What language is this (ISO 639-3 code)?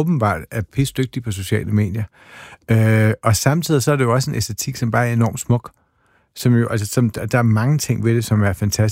dan